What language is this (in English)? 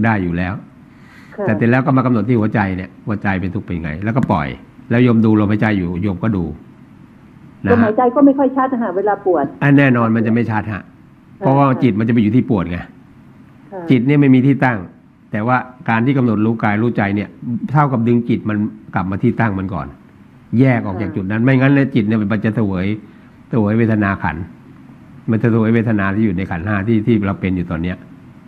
Thai